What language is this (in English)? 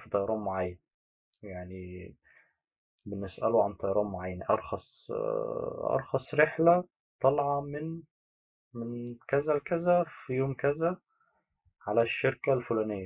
Egyptian Arabic